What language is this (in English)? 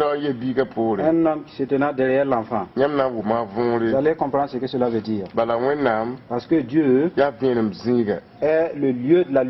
Mossi